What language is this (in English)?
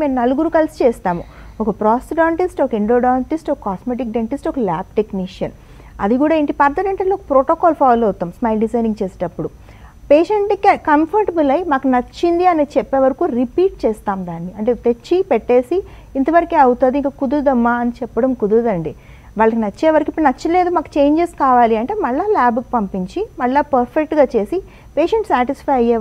Telugu